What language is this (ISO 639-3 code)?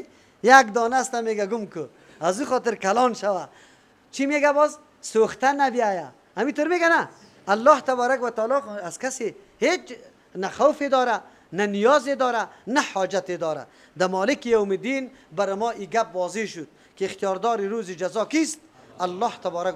fas